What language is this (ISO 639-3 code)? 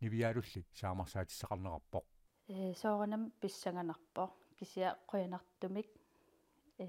kal